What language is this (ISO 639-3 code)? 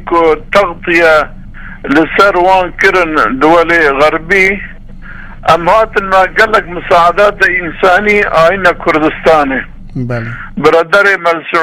kur